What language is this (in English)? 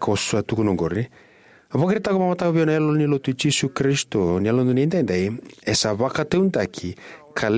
Fijian